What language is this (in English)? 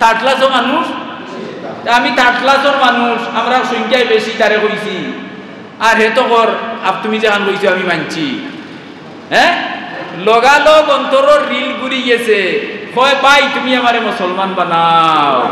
Sylheti